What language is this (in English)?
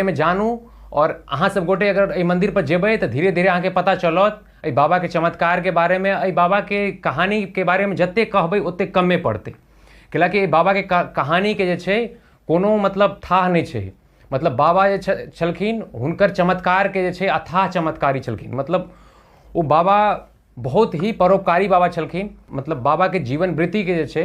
Maithili